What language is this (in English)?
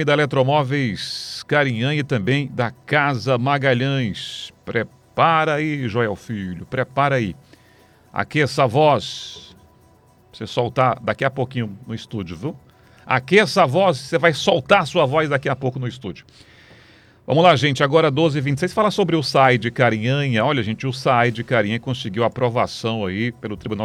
Portuguese